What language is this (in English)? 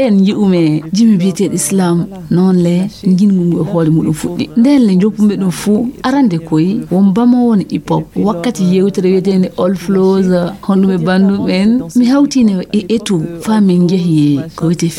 Fula